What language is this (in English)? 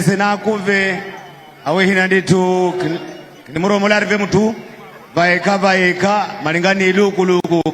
Nyanja